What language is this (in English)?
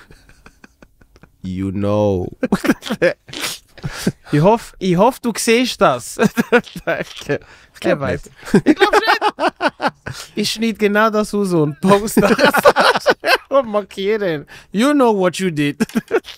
Swiss German